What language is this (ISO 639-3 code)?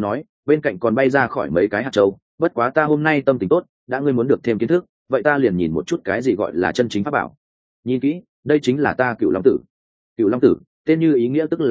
vie